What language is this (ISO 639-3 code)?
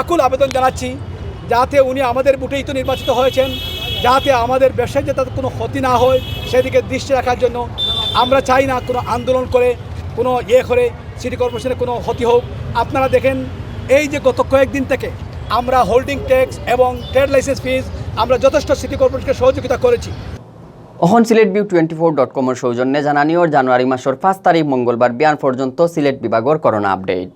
syl